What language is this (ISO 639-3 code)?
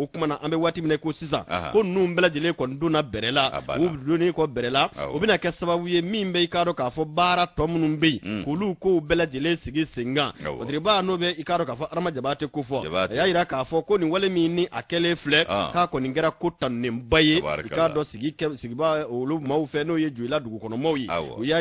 bam